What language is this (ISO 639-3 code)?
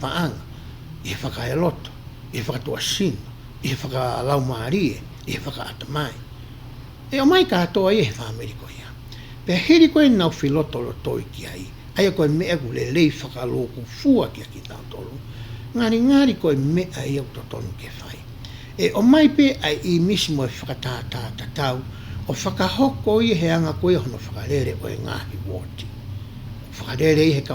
ton